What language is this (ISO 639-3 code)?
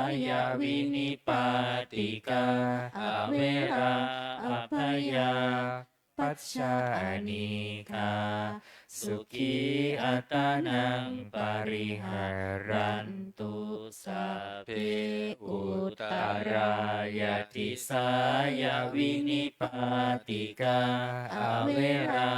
pli